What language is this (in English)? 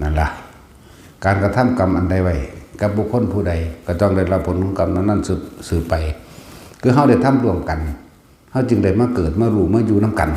Lao